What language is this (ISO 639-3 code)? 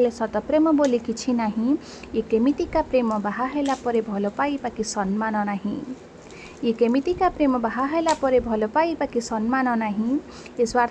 ori